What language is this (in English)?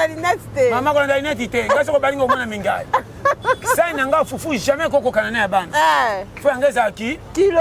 Lingala